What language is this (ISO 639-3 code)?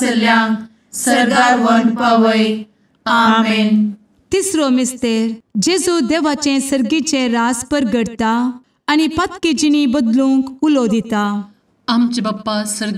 kok